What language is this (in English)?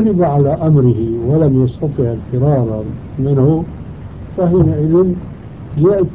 Arabic